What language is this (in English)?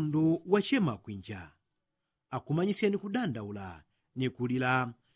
Yao